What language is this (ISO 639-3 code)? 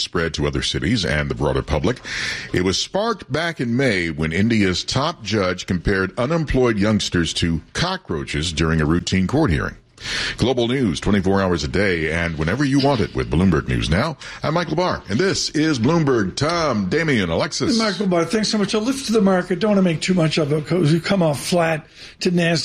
eng